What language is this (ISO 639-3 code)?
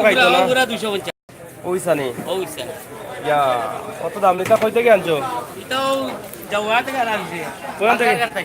syl